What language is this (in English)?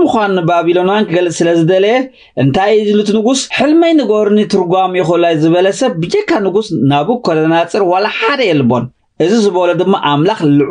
Tigrinya